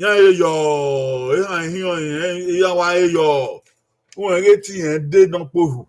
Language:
Bini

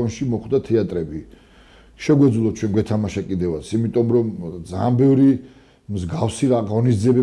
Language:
Georgian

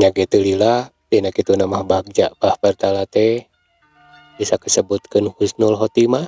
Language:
Sundanese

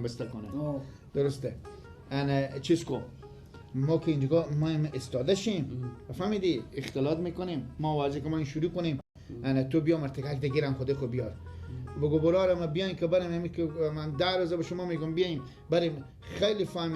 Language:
Persian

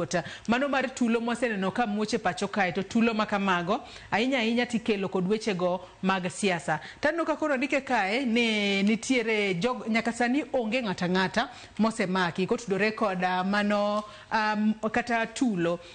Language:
Luo (Kenya and Tanzania)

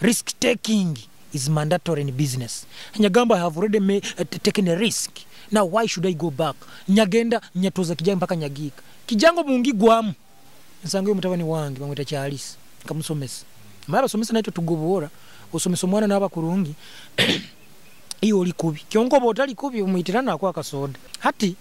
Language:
Nyoro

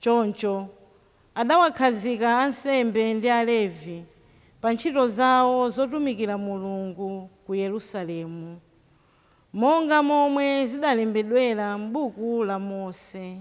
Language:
Nyanja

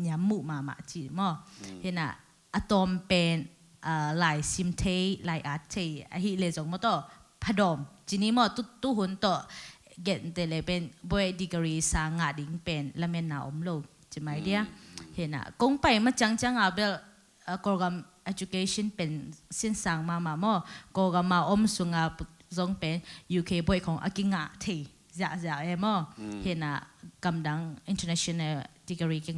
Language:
Tedim Chin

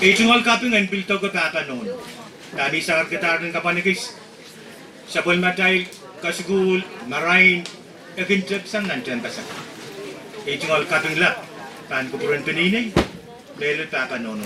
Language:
Pohnpeian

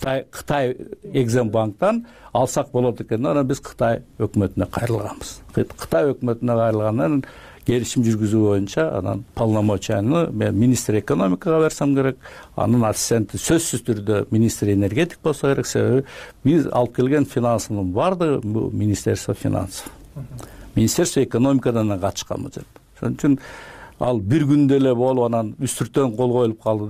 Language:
Kyrgyz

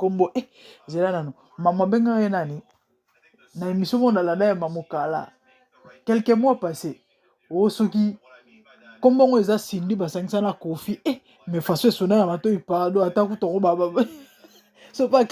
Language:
Lingala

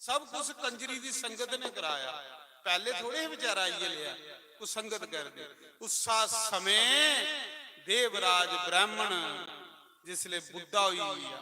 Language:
Dogri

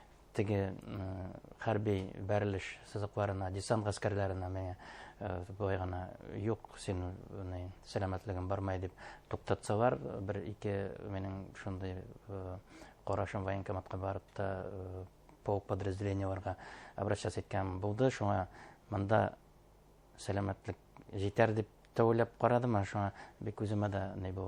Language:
Bashkir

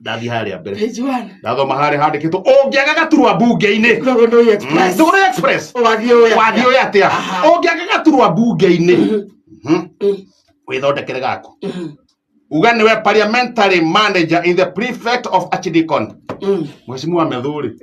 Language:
Kikuyu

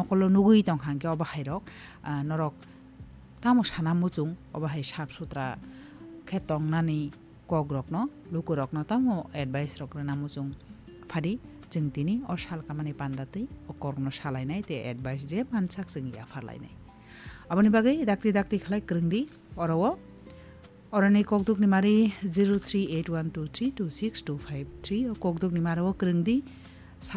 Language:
Kok Borok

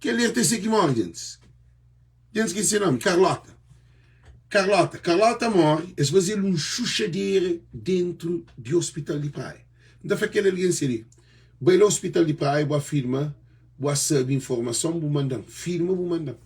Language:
Kabuverdianu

